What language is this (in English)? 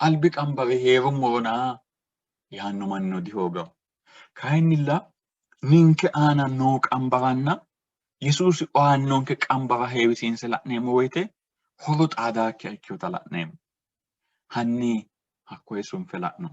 Sidamo